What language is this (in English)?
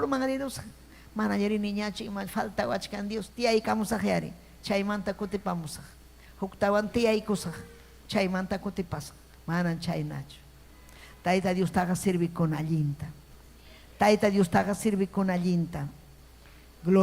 Ayacucho Quechua